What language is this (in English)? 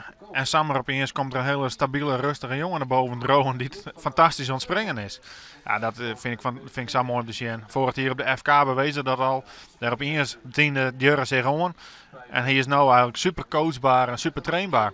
Western Frisian